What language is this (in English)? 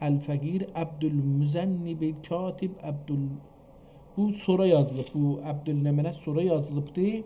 South Azerbaijani